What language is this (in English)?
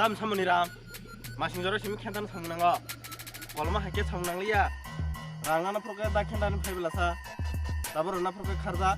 Kok Borok